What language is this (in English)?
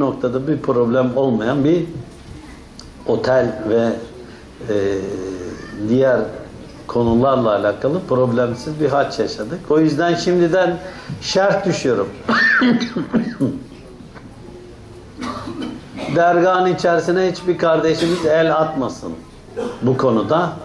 Turkish